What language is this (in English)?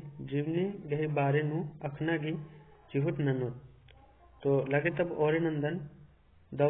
Kurukh